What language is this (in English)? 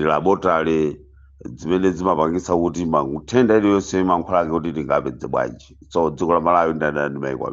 Nyanja